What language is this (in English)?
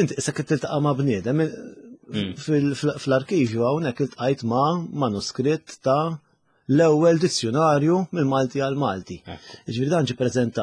Maltese